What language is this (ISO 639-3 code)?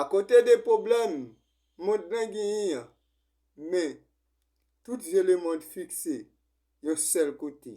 hat